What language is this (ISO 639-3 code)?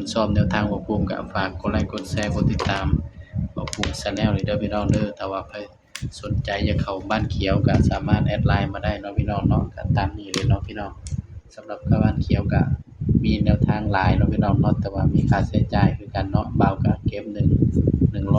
tts